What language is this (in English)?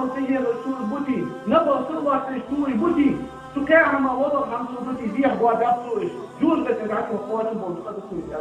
Ingush